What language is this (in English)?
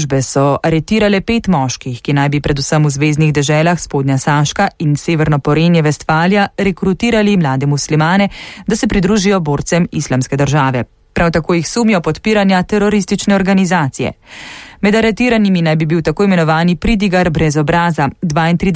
Slovenian